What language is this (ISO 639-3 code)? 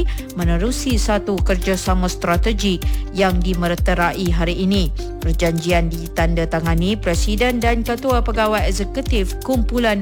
msa